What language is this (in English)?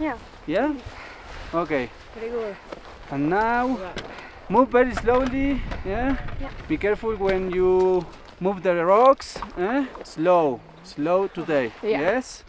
Faroese